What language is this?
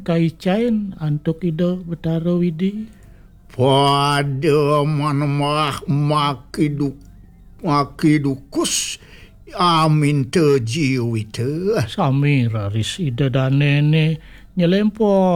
Balinese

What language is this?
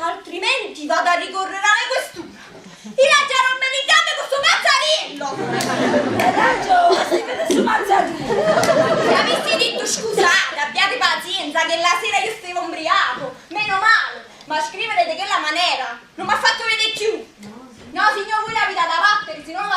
Neapolitan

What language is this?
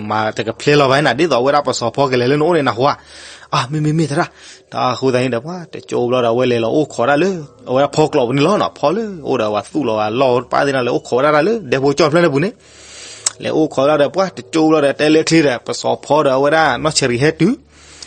S'gaw Karen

